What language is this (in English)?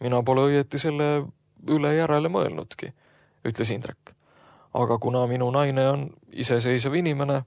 Estonian